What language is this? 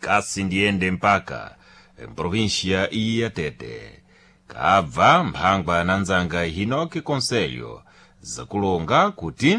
Sena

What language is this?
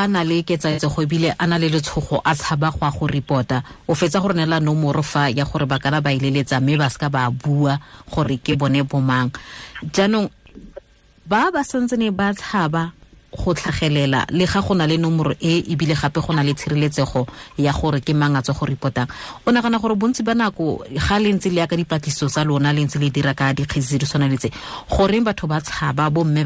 Tswana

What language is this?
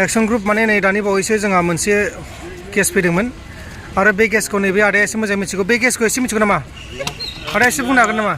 Bodo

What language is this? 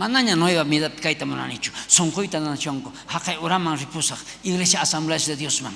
South Bolivian Quechua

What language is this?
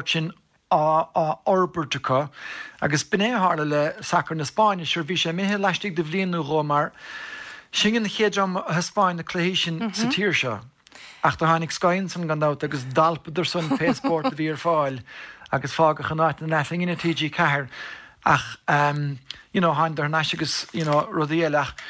Irish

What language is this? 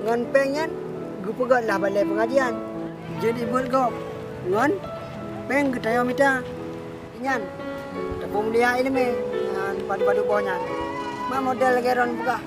Achinese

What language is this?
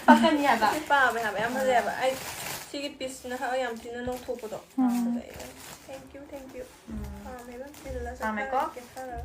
Manipuri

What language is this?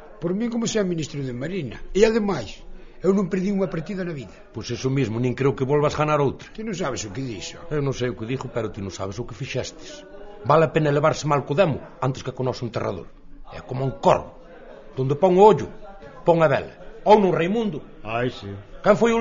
Galician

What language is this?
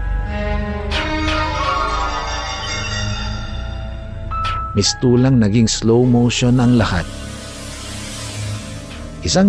Filipino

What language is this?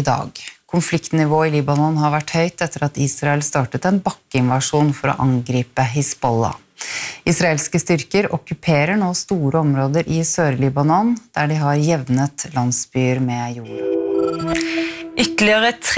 Norwegian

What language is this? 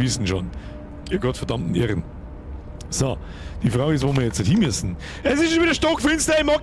Bavarian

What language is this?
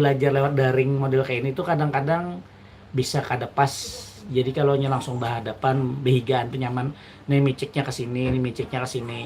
Banjar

